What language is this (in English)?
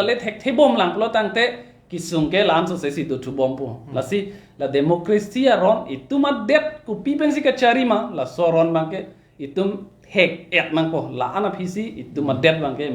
Karbi